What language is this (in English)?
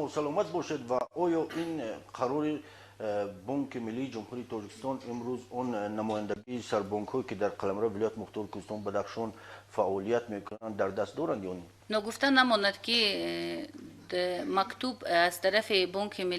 Tajik